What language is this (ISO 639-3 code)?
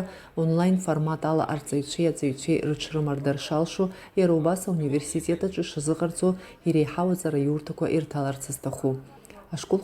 abk